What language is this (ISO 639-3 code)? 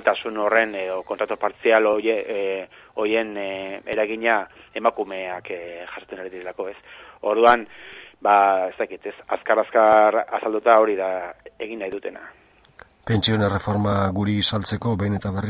eus